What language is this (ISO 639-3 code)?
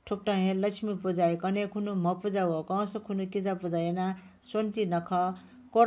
new